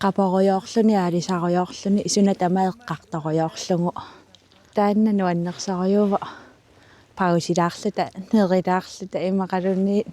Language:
Kalaallisut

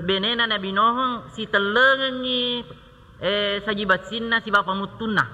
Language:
Buginese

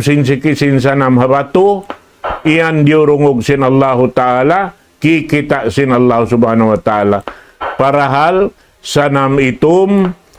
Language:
Tausug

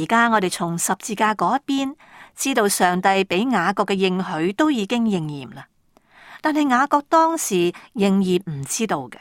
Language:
Cantonese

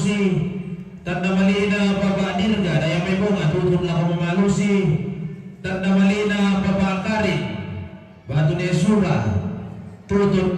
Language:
Toraja-Sa'dan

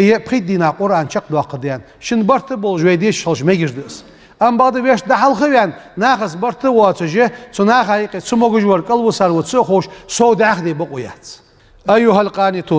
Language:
Ingush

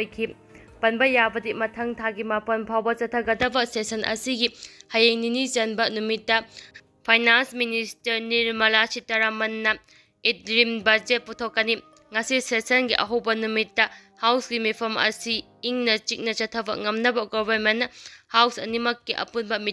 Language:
Manipuri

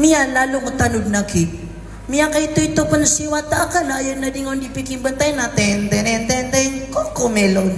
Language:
Maranao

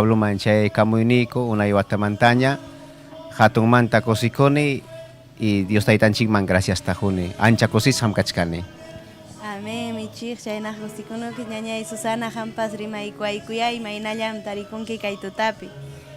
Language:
Ayacucho Quechua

